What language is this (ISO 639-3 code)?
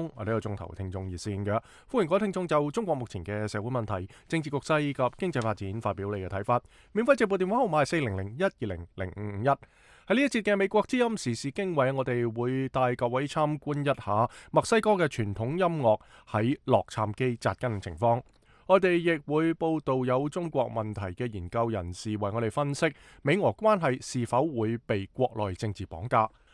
yue